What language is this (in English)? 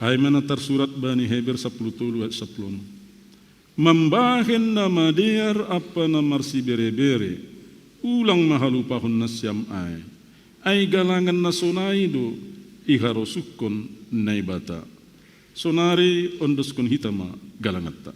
Batak Simalungun